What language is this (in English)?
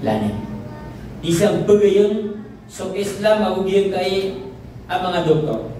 Maranao